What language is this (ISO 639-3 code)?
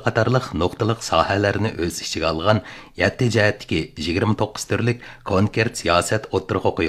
uig